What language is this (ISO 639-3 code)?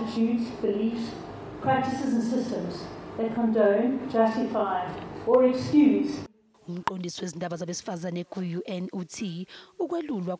zul